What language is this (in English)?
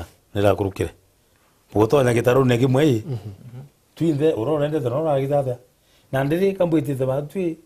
Meru